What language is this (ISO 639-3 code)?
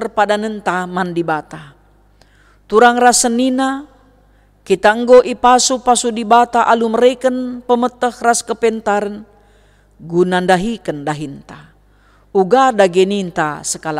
btx